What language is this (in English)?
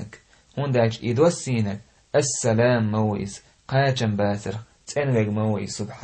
Chechen